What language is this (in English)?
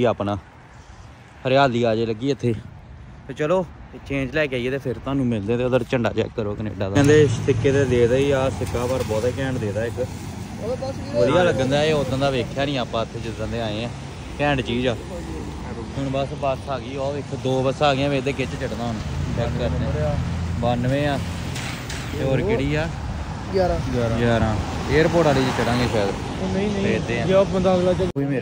Punjabi